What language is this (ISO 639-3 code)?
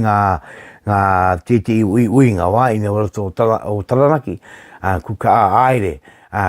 mri